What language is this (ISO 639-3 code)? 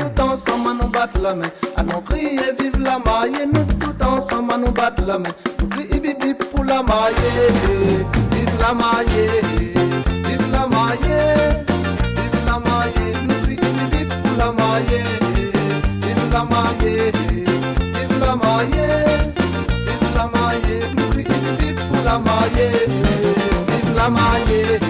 rcf